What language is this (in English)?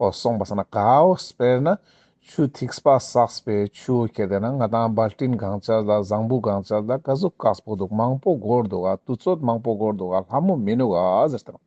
Ladakhi